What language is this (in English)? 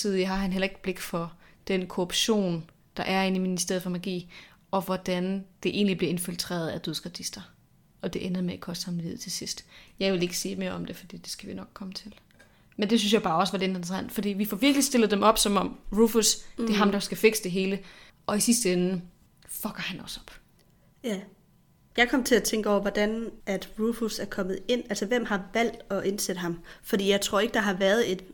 Danish